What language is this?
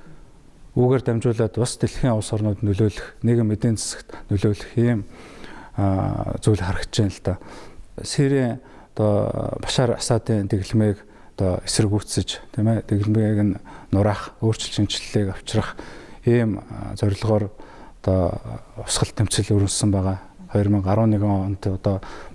Mongolian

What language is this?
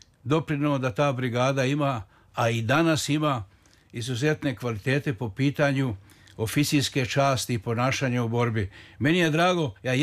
Serbian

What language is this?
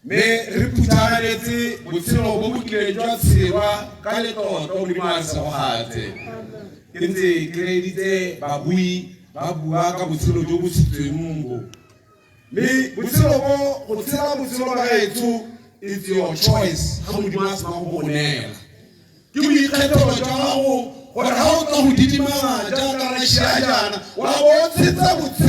Tswana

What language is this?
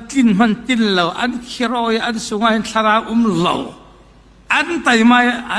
Falam Chin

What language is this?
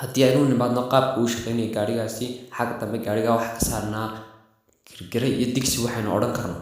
Somali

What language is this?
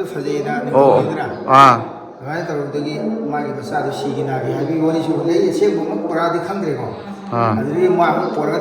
Manipuri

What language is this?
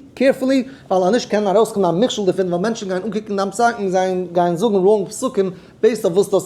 Yiddish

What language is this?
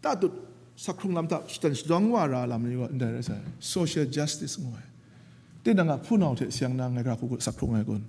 Kachin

